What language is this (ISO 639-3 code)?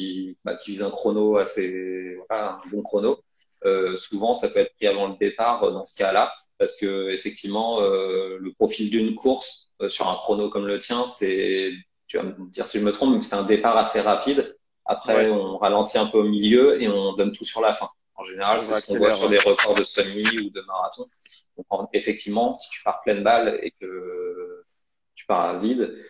fra